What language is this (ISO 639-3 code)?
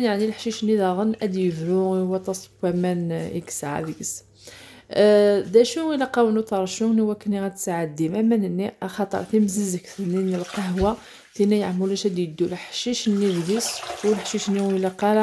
kab